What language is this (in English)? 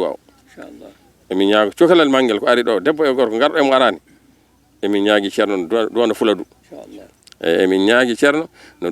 Fula